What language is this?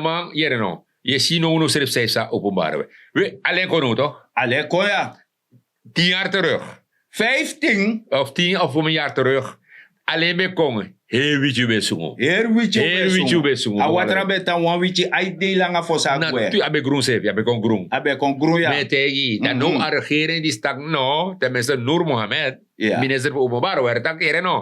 Sranan Tongo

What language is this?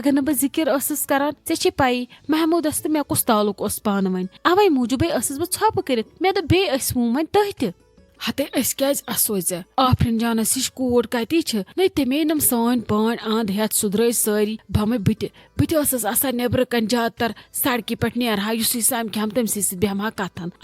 Kashmiri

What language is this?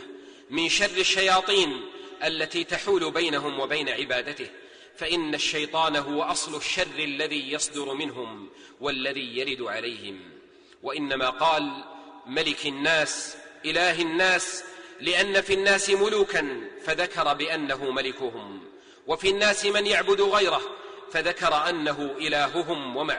Arabic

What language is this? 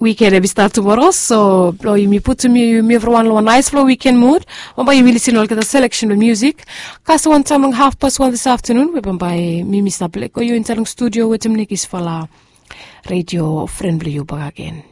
Bislama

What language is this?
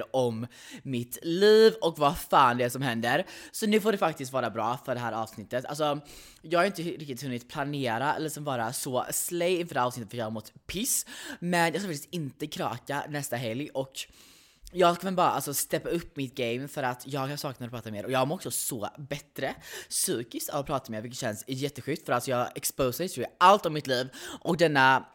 Swedish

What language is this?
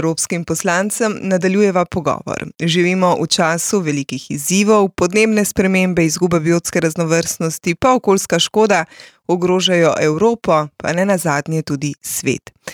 Slovenian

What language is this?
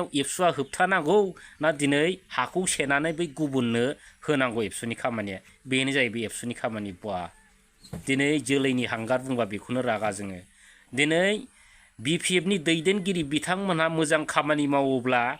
Bodo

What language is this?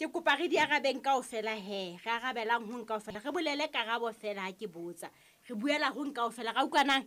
Southern Sotho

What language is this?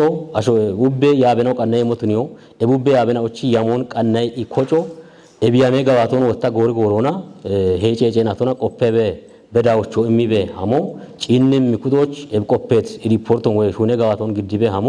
Kafa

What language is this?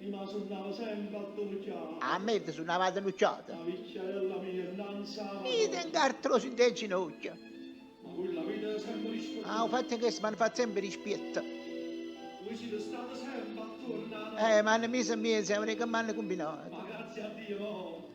Neapolitan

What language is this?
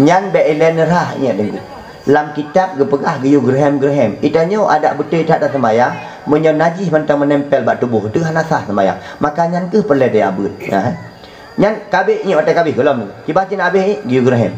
Achinese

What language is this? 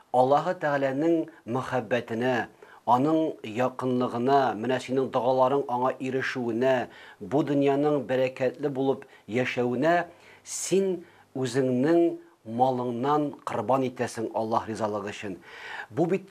Tatar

